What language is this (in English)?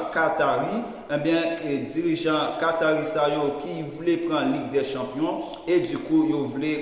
Haitian Creole